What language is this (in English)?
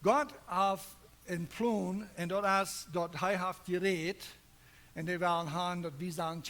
Plautdietsch